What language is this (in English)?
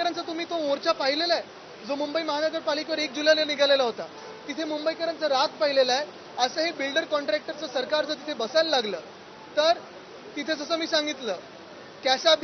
Marathi